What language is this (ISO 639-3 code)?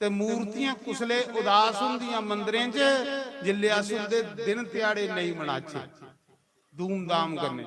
doi